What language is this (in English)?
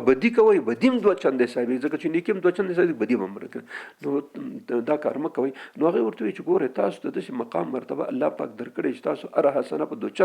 Pashto